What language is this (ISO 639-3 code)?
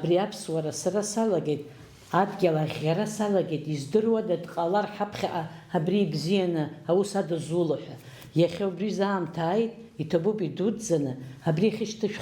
abk